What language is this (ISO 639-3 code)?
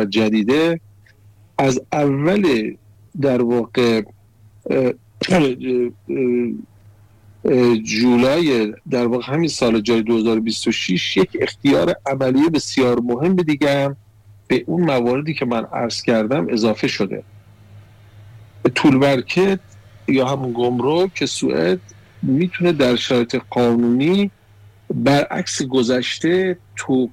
fas